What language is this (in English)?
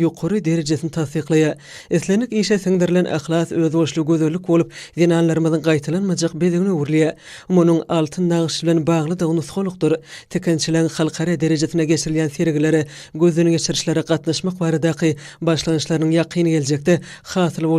Turkmen